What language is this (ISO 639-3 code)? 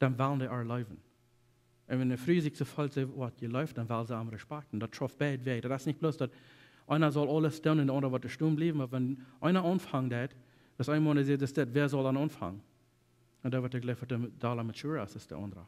pdt